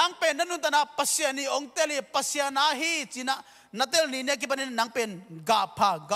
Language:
Tedim Chin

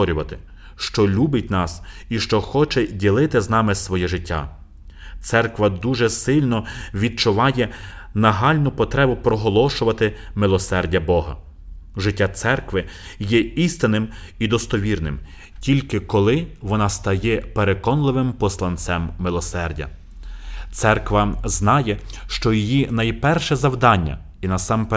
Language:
Ukrainian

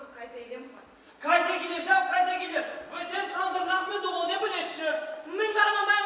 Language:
Chuvash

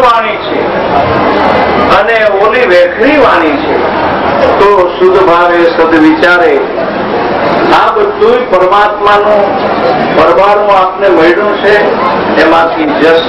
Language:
Gujarati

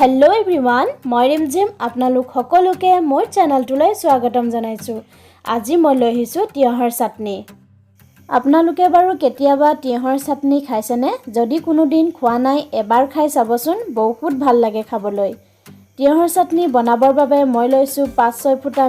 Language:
Assamese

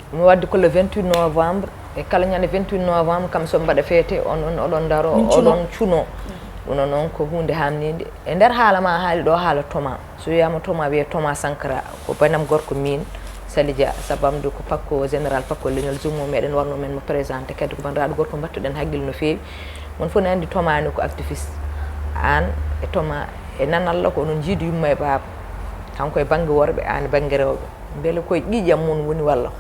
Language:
Fula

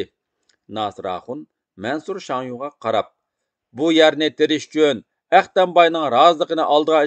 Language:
Uyghur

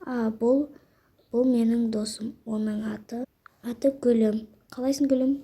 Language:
Kazakh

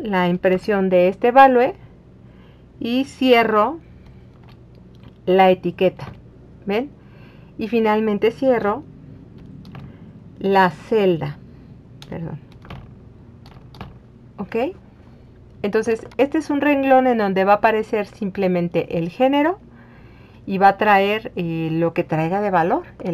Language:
Spanish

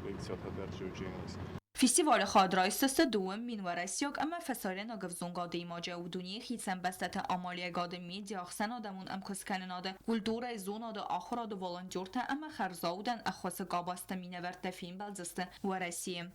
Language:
Ossetic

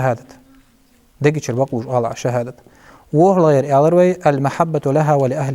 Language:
Ingush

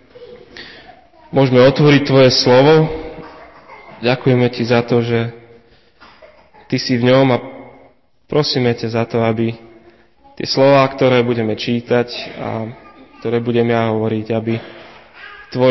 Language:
Slovak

